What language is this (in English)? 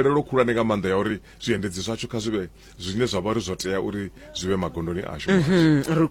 Venda